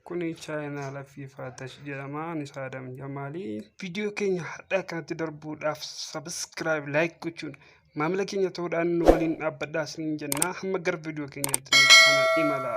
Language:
Oromo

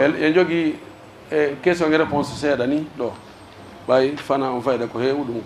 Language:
Pular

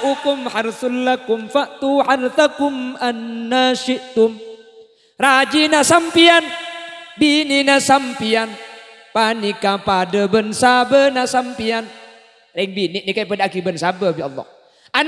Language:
Madurese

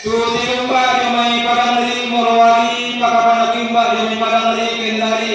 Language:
Toraja-Sa'dan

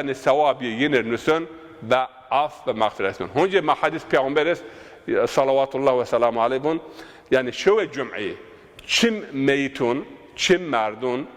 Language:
Zaza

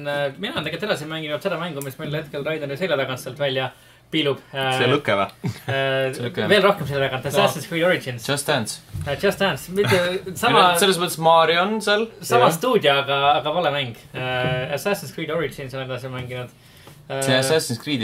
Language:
Estonian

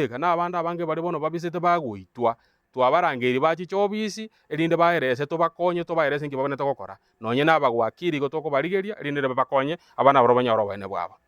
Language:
Gusii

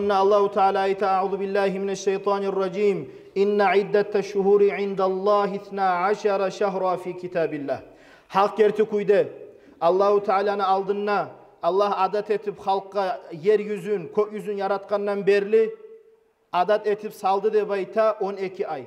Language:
Kumyk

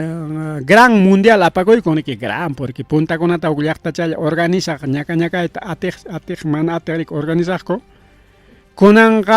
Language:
Ayacucho Quechua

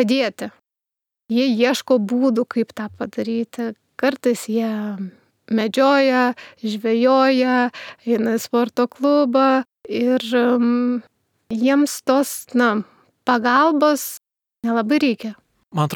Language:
Lithuanian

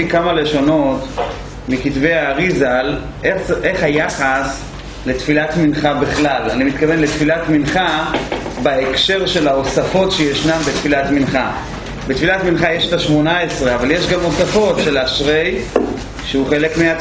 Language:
Hebrew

